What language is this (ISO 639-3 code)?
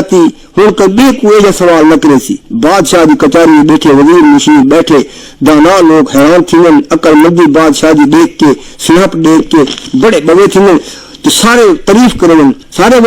skr